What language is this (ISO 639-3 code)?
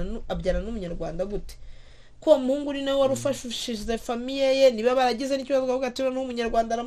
kin